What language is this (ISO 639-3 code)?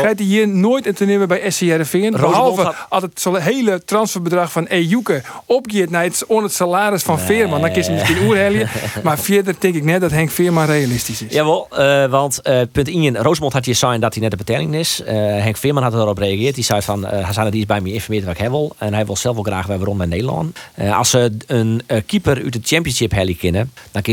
fry